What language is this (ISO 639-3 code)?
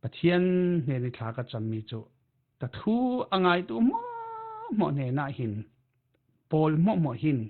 cfm